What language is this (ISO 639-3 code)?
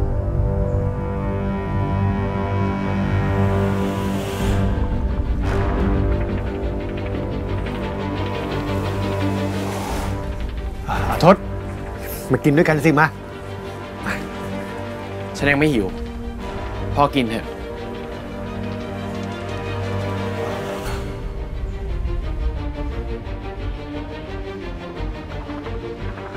tha